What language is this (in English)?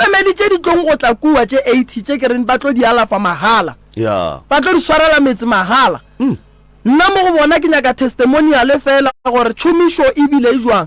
Northern Sotho